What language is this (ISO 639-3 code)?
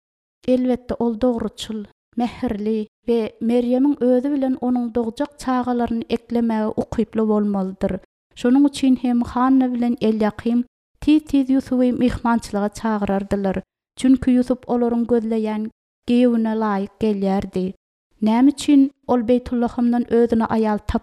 tuk